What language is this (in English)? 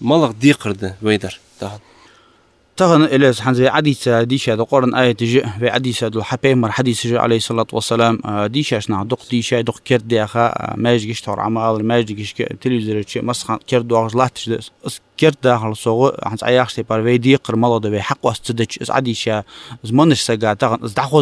Ingush